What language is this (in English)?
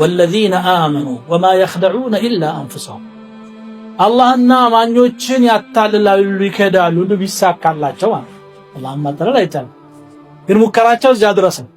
Amharic